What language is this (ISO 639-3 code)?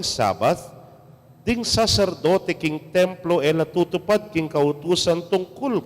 pam